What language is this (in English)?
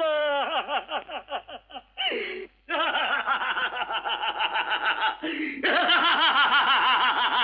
Tamil